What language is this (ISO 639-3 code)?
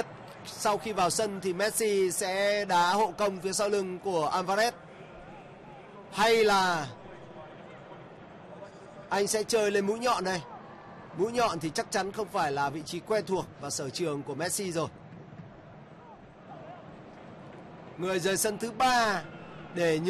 vie